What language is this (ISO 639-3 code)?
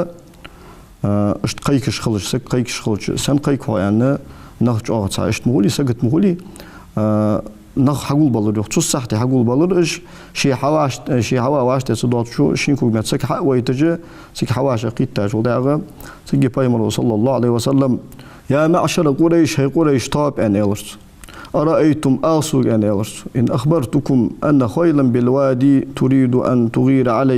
inh